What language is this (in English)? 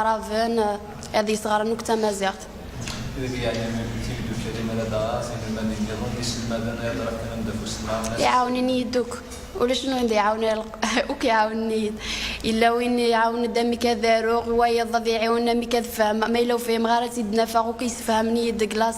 Kabyle